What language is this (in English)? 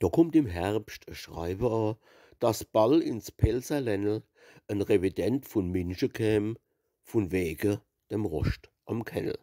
Palatine German